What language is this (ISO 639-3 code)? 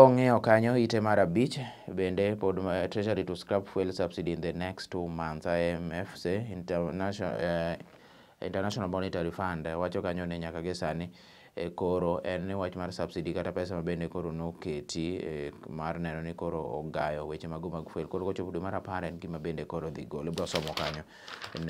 luo